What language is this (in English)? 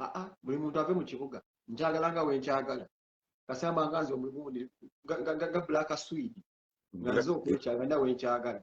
Ganda